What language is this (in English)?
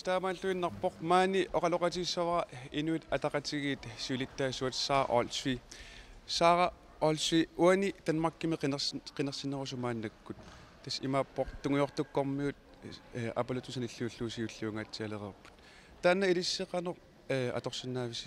Kalaallisut